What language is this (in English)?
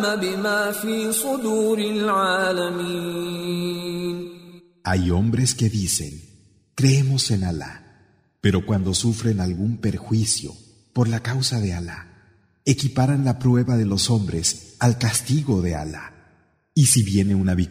Spanish